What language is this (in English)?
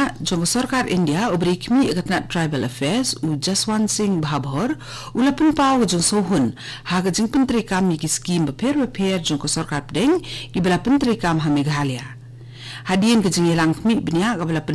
Khasi